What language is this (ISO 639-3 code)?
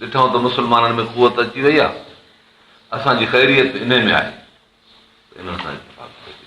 snd